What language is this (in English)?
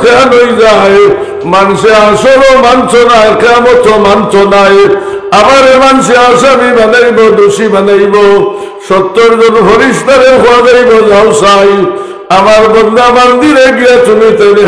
Sylheti